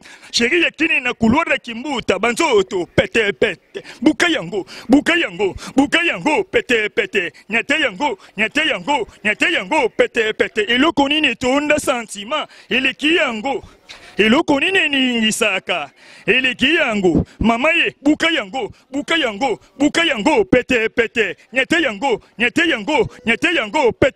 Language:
Lingala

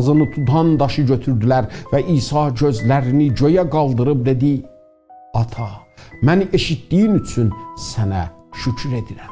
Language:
South Azerbaijani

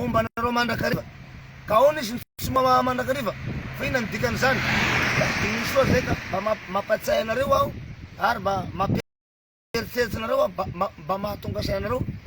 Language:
Malagasy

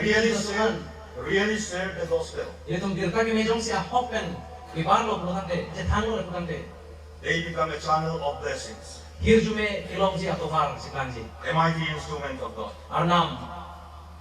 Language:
Karbi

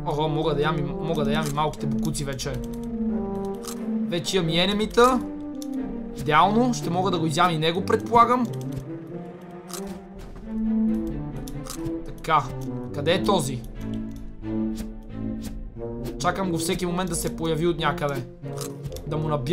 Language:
Bulgarian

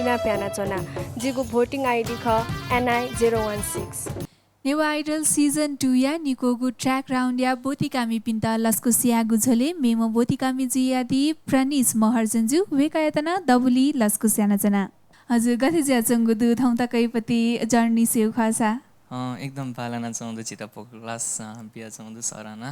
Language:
Newari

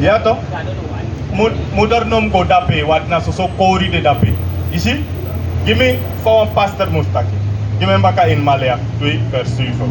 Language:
Sranan Tongo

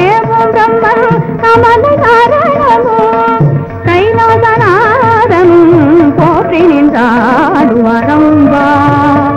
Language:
Tamil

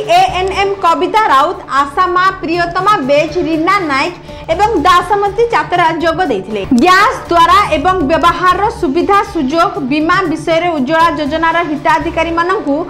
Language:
Odia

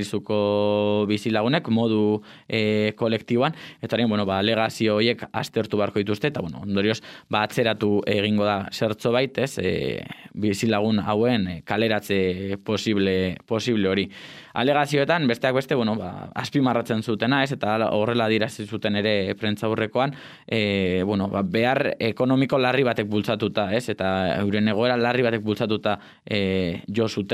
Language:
Basque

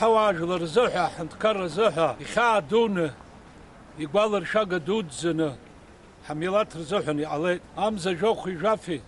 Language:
Abkhazian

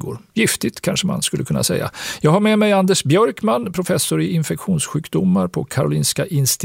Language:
Swedish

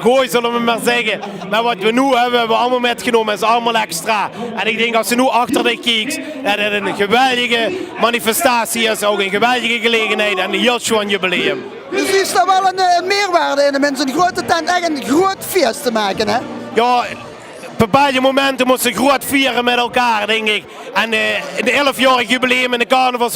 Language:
Limburgish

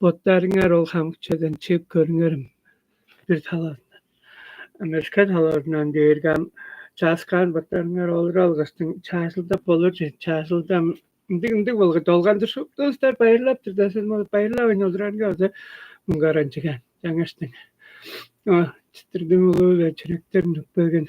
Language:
Tuvinian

